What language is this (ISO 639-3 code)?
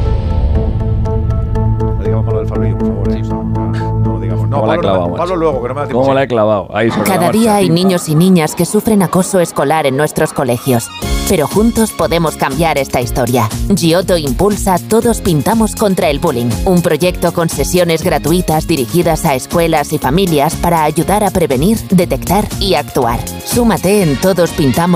spa